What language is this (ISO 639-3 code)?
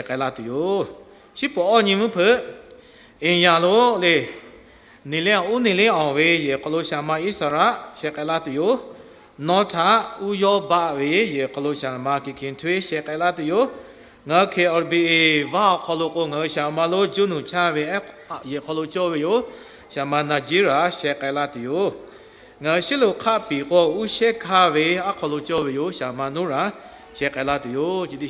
lhu